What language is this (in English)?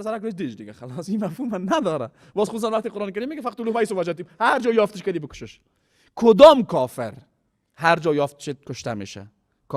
Persian